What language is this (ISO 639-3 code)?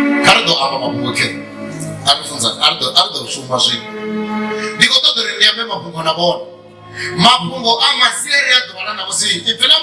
ven